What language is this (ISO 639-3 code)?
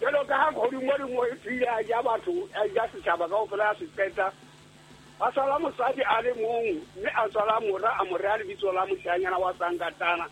sot